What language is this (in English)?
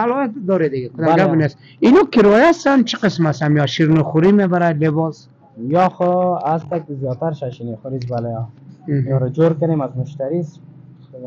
Persian